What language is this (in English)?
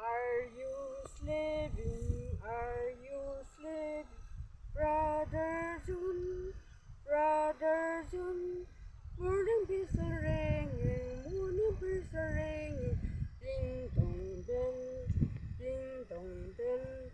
Yimchungru Naga